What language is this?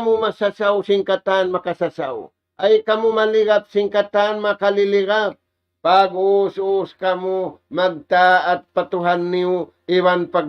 Tausug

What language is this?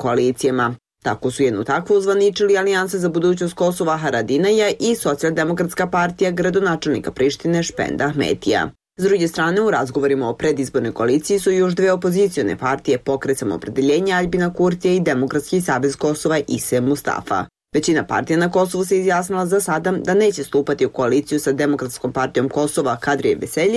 Bosnian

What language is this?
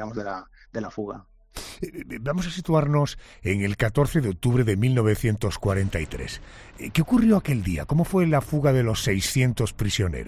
Spanish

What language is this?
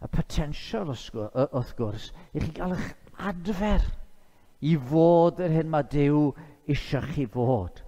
Welsh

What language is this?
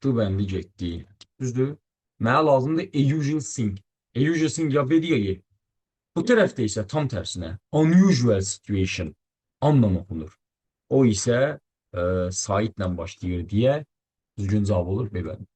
Azerbaijani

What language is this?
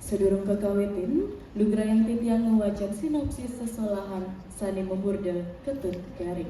Balinese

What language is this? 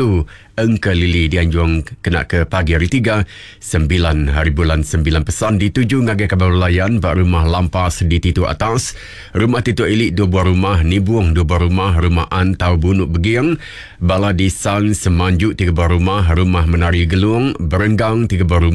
Iban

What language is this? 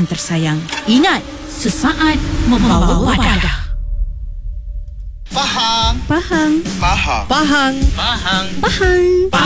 Malay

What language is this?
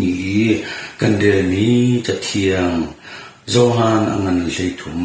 Hakha Chin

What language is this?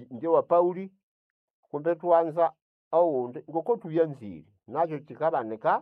Nande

